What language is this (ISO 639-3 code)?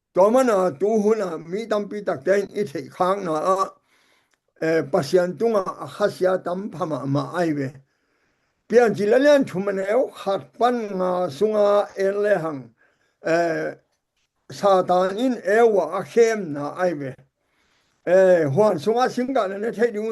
ctd